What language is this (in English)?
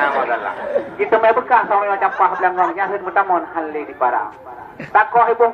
Achinese